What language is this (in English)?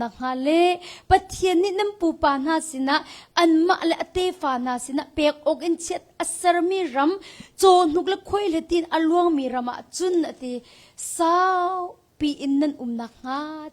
Hakha Chin